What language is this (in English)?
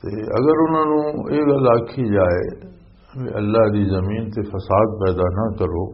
Western Panjabi